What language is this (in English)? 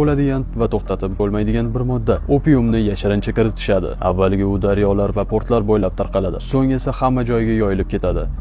Uzbek